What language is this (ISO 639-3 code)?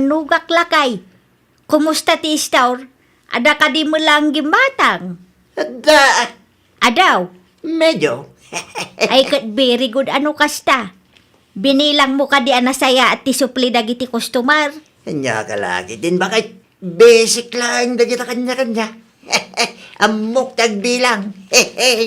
ilo